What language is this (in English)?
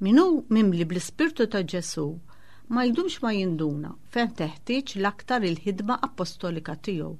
Maltese